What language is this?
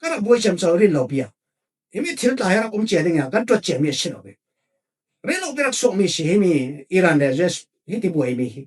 Falam Chin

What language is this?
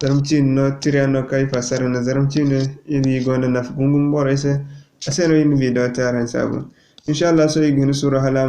Zarma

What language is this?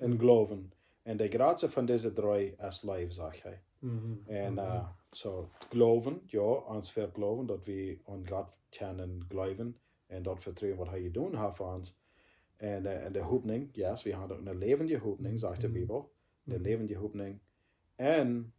Plautdietsch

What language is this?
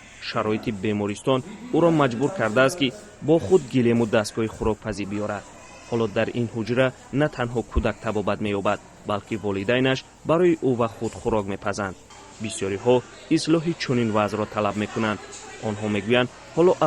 Tajik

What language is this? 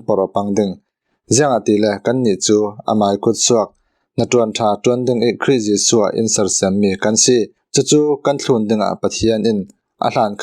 Falam Chin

